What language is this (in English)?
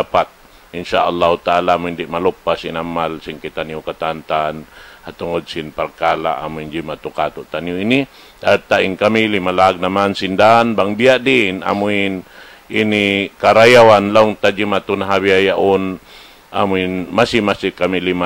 Tausug